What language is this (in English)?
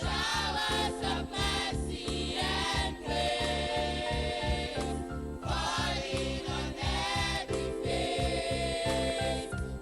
Ewe